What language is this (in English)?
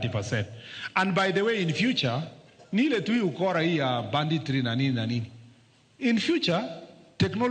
Luo (Kenya and Tanzania)